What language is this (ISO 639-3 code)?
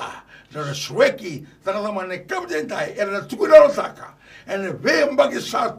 fij